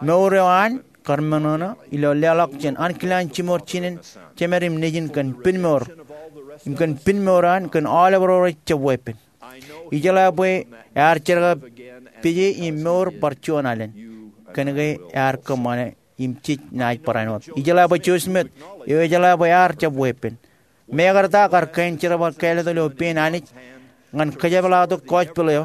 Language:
Marshallese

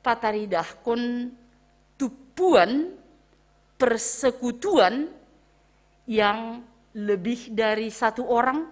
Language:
Batak Simalungun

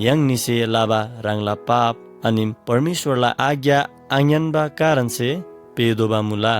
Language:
Eastern Tamang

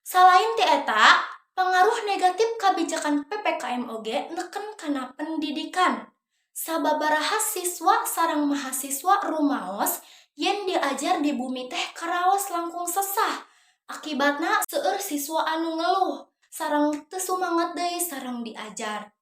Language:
Sundanese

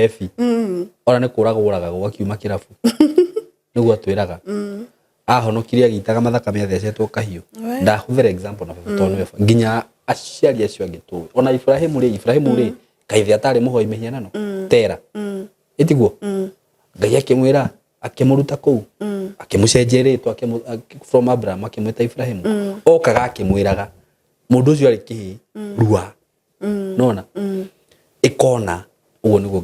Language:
Kikuyu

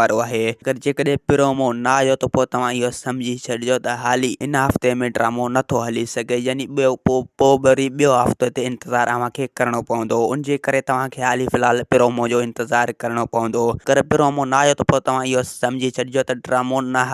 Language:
Sindhi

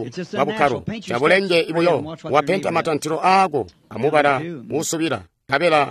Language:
Tonga (Zambia)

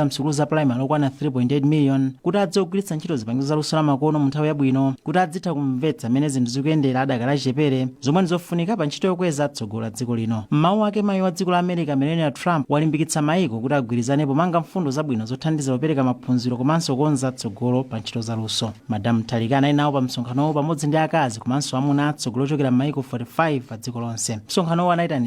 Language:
Nyanja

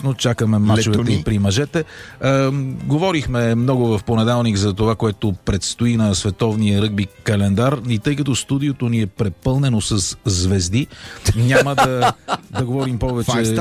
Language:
Bulgarian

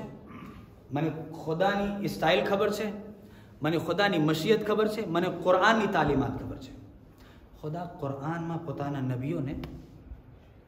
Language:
Gujarati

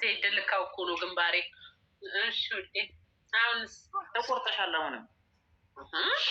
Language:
Amharic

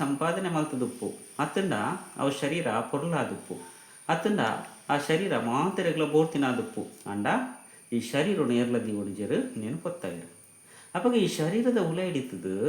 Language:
Tulu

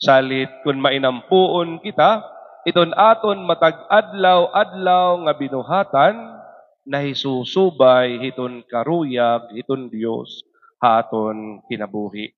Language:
Waray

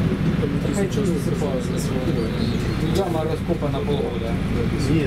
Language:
Ukrainian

